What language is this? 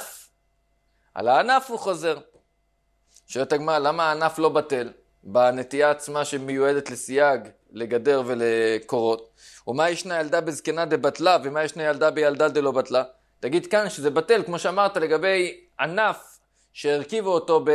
Hebrew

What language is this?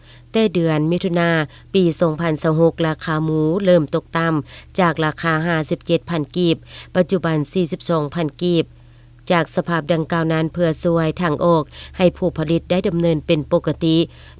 Lao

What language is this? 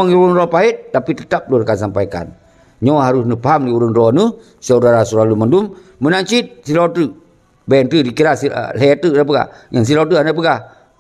Achinese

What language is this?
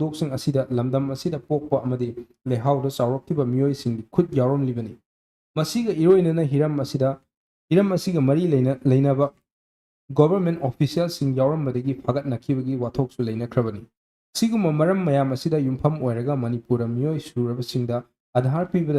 Manipuri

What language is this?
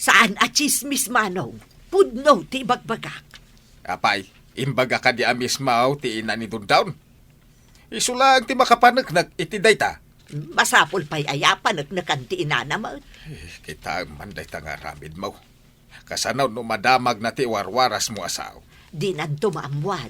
Iloko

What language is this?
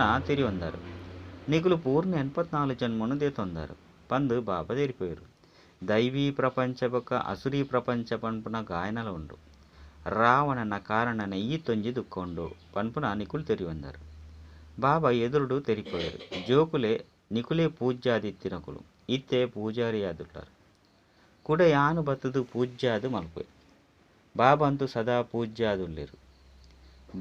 Tulu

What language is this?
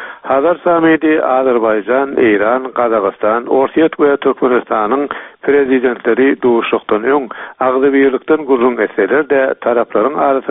Turkmen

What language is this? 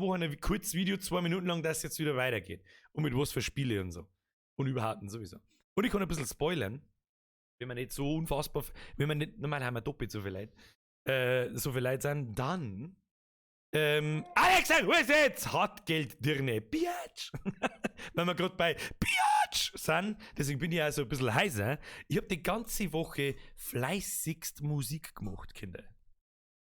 Bavarian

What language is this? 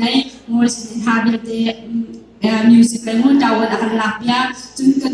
Hakha Chin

